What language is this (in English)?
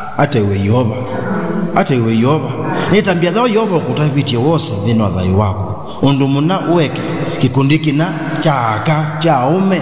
Kamba